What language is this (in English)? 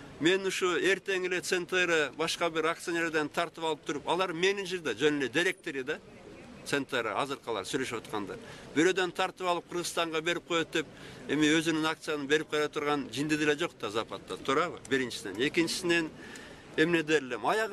Kyrgyz